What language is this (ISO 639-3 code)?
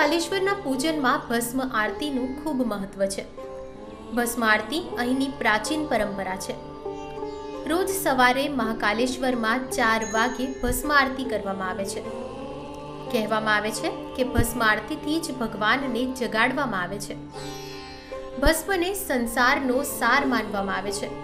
guj